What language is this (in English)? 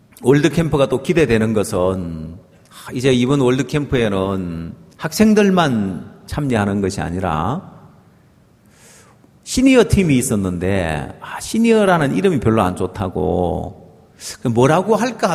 Korean